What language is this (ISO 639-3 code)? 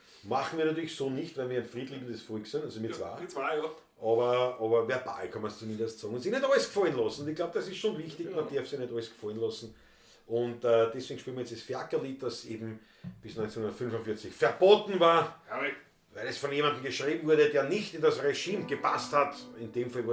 bar